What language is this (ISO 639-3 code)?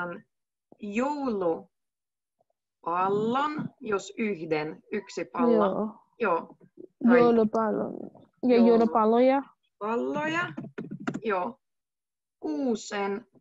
fin